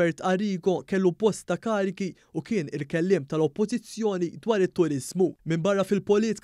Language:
Maltese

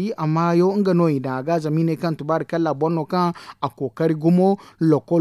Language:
Zarma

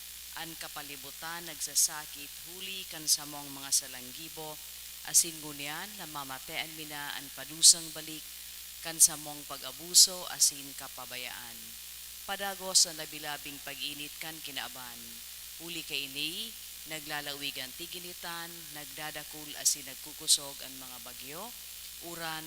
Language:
Bikol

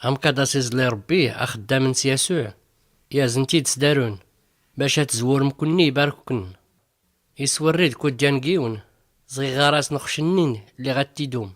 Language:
Tachelhit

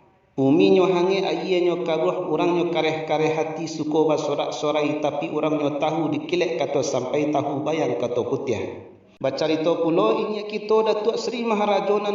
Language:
Minangkabau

